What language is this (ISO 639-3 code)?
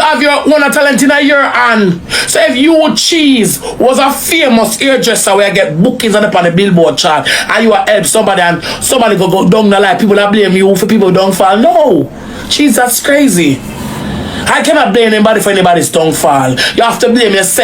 jam